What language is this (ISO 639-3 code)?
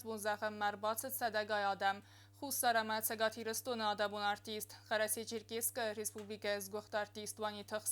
oss